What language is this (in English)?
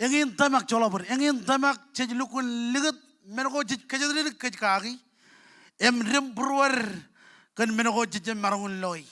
Marshallese